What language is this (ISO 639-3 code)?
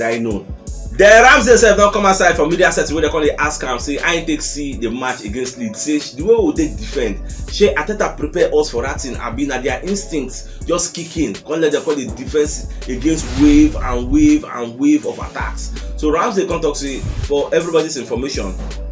pcm